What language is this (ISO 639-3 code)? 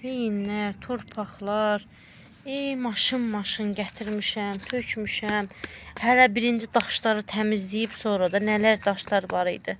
aze